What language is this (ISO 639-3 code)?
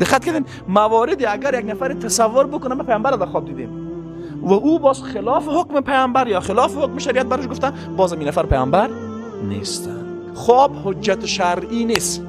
fas